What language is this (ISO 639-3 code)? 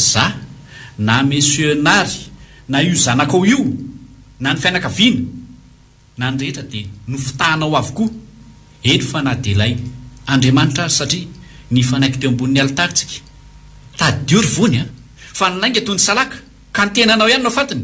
mlg